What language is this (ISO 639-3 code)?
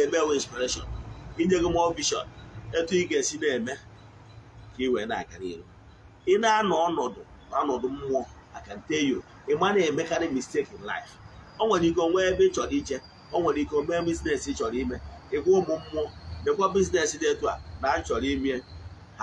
ibo